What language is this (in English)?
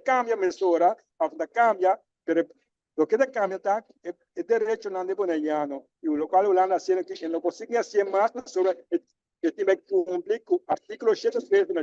Papiamento